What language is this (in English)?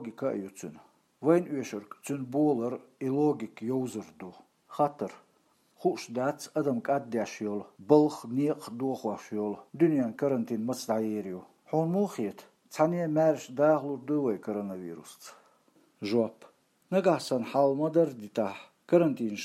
Chechen